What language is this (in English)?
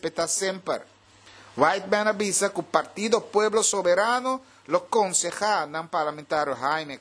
Papiamento